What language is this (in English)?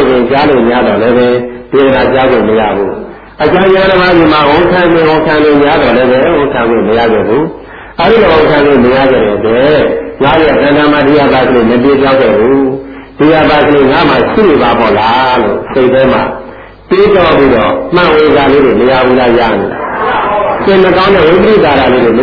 Burmese